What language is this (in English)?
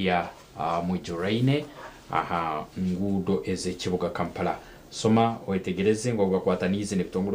Nyankole